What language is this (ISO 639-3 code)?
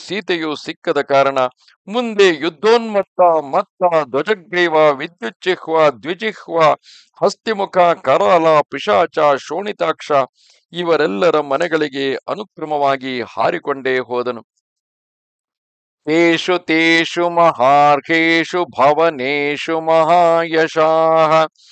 kan